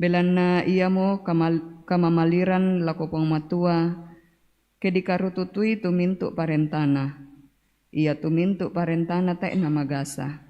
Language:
Toraja-Sa'dan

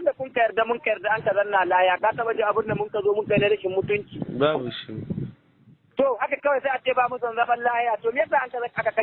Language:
Hausa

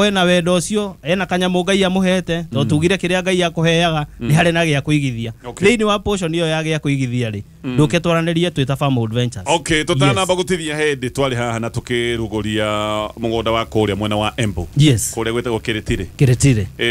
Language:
Kikuyu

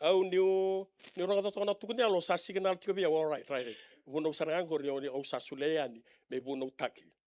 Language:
Fijian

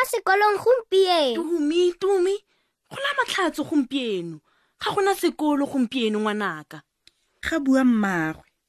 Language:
Tswana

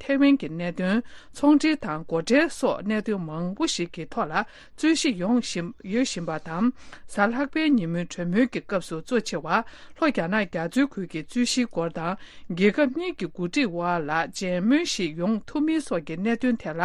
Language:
Tibetan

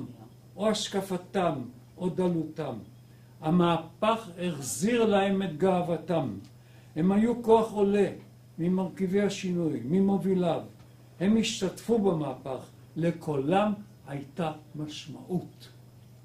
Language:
Hebrew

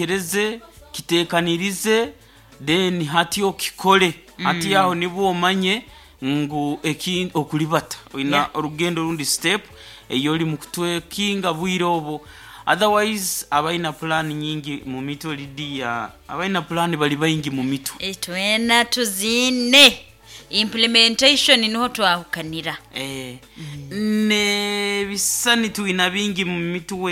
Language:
Nyoro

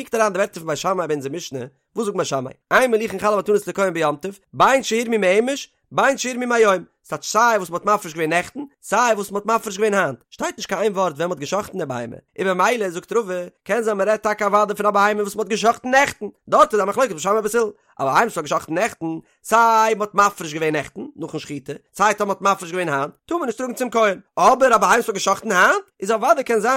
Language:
Yiddish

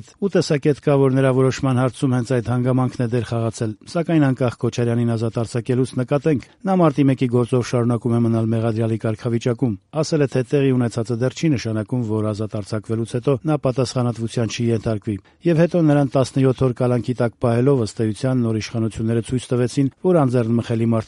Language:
Armenian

